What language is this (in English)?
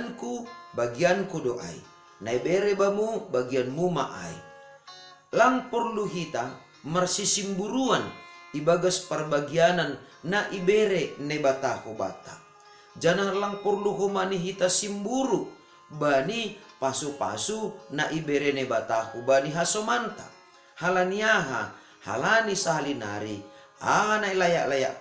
Batak Simalungun